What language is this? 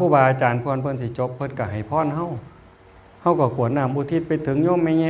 Northeastern Thai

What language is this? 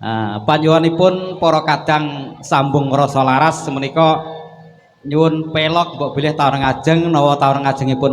Javanese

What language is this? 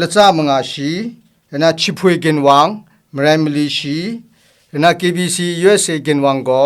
Kachin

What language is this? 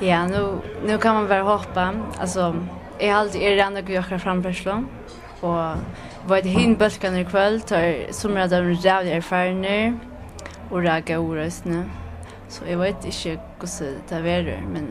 Faroese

